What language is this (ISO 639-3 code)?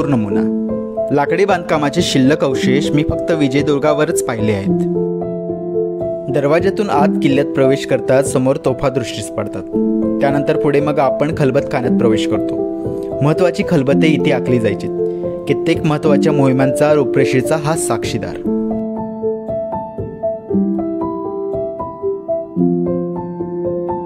mar